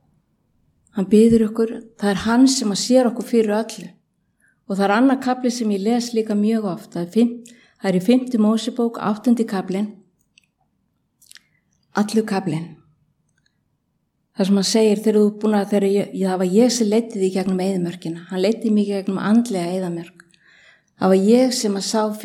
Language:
Icelandic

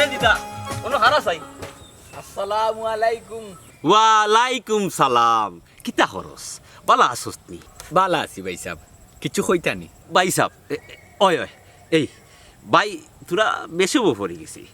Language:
Sylheti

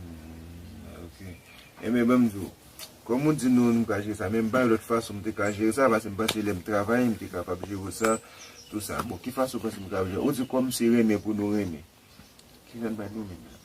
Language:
Haitian Creole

